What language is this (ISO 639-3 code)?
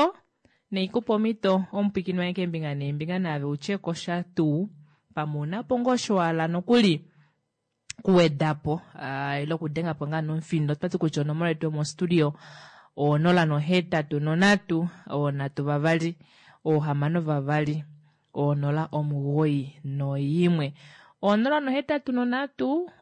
kua